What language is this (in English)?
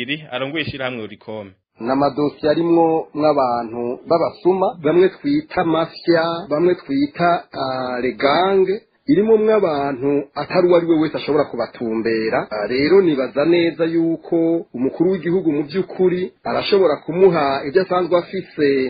Rundi